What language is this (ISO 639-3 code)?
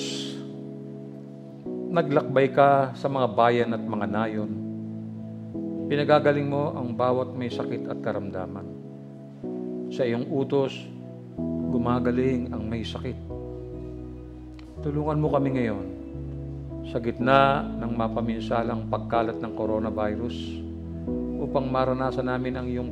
fil